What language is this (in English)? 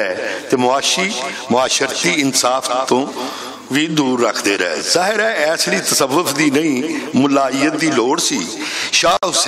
Western Panjabi